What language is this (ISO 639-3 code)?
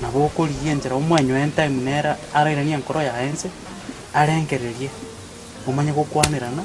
guz